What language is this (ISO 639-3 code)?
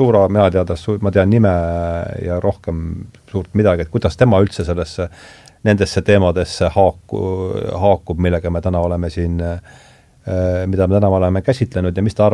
est